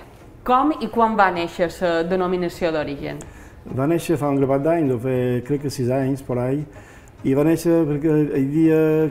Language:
Catalan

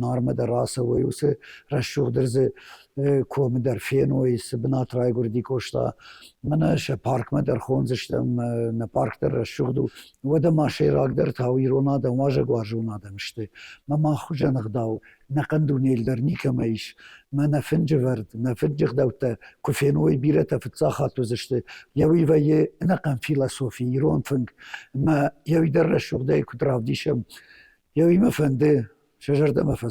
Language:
Ossetic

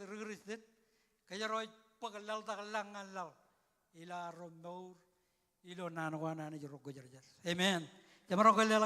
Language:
Marshallese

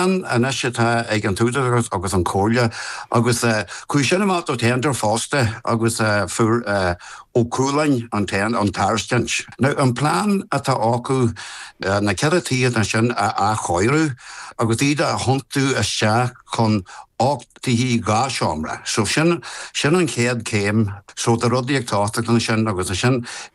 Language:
Irish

